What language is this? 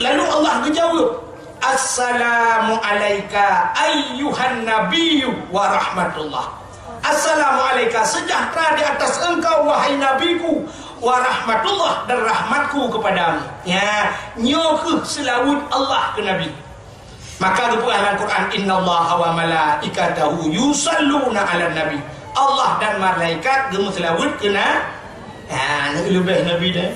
Achinese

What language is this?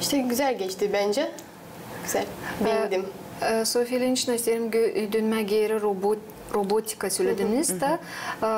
Gagauz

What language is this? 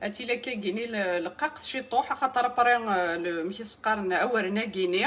Kabyle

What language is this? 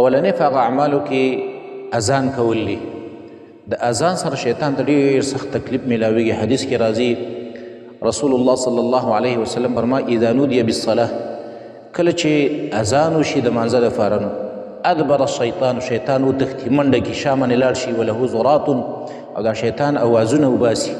Pashto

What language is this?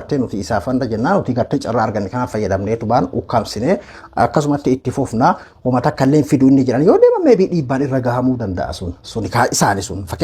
Oromo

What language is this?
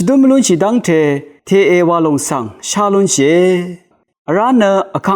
Rawang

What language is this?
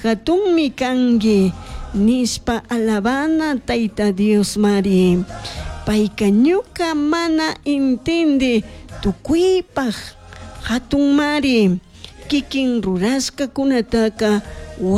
Chimborazo Highland Quichua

